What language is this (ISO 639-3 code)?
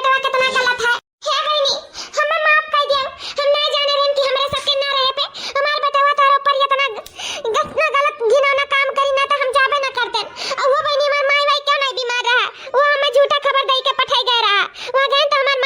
awa